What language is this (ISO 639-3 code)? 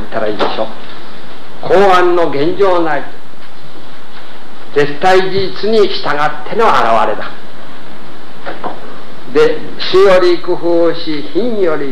jpn